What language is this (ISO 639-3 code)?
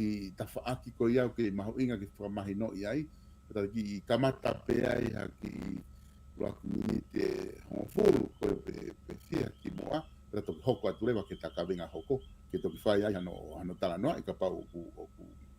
ton